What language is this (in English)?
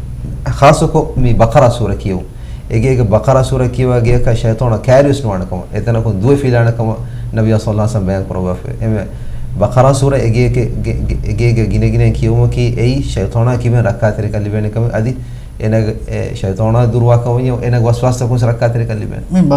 Divehi